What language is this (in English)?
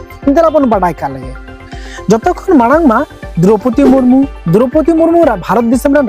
Santali